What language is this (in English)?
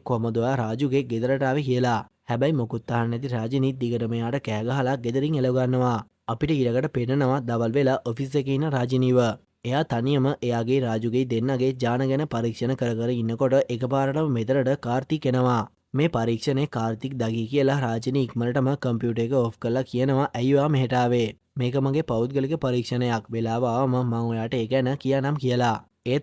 Sinhala